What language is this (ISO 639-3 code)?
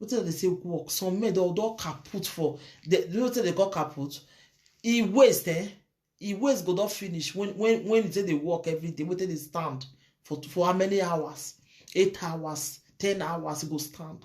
pcm